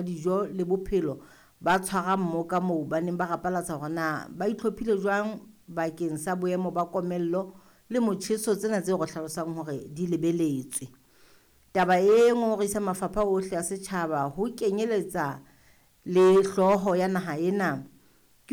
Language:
Southern Sotho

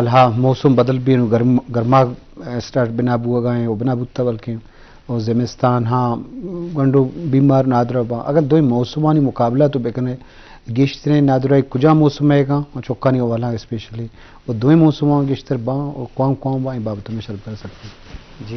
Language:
Baluchi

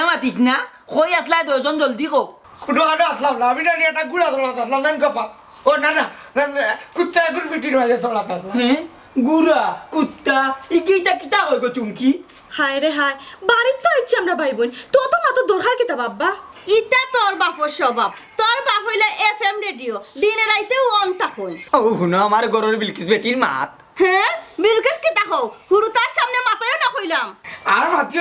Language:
Sylheti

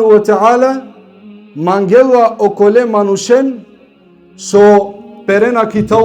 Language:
Balkan Romani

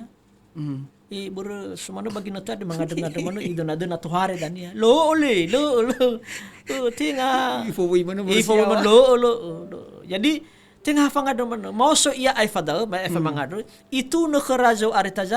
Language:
Nias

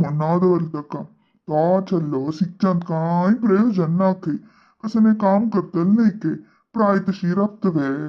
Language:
Konkani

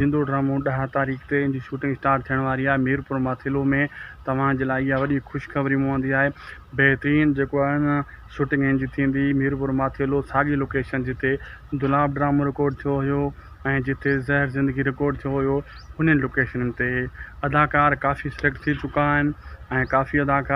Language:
Sindhi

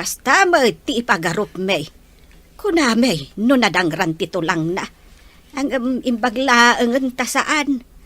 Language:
Iloko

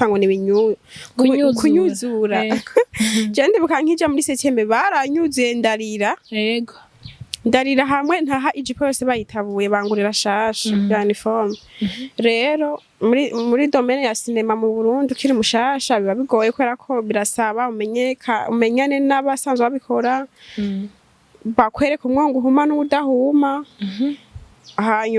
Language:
Rundi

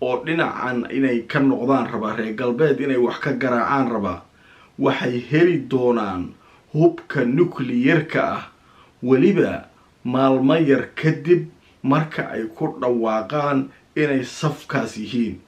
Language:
Somali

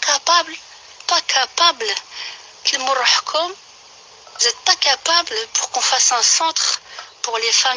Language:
Kabyle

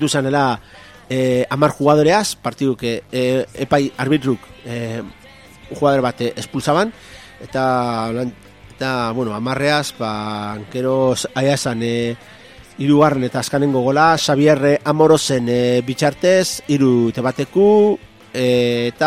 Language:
Basque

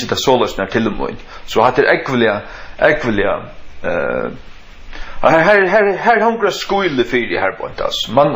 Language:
Faroese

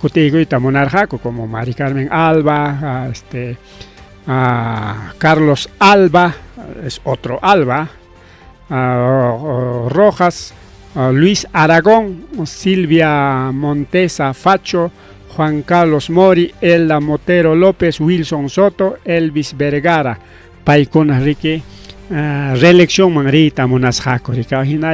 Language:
Ayacucho Quechua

